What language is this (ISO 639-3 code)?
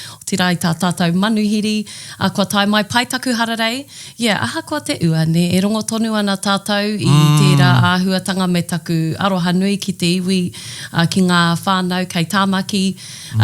mri